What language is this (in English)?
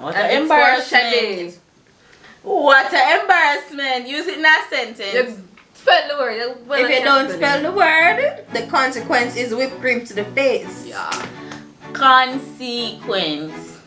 Jamaican Creole English